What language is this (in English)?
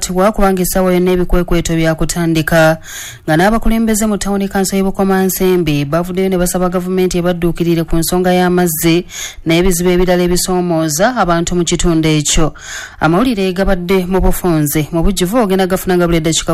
Ganda